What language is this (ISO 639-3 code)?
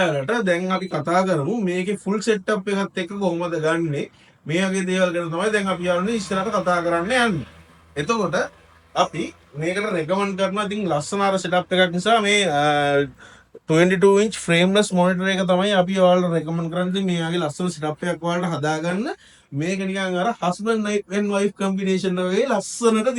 sin